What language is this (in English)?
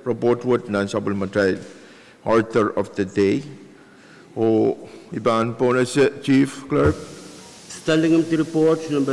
Pohnpeian